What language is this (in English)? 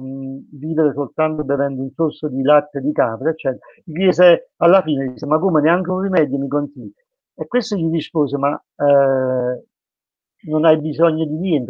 Italian